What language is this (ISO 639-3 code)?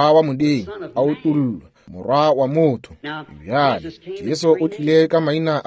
nso